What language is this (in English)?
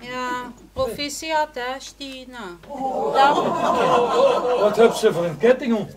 Limburgish